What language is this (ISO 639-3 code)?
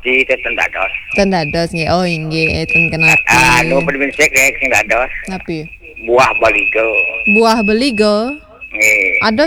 ban